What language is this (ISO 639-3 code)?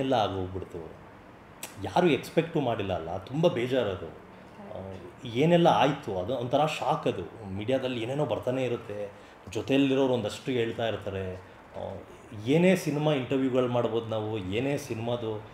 kan